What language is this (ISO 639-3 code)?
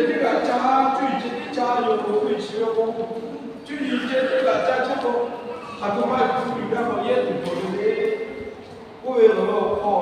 lhu